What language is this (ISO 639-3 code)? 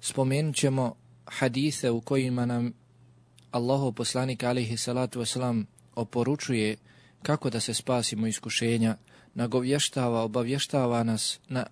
bos